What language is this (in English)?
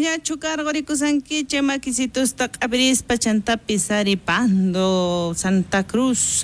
South Bolivian Quechua